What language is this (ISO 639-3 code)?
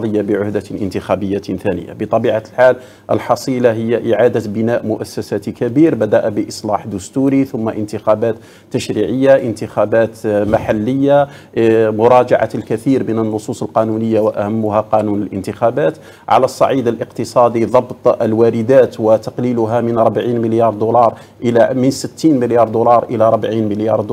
ara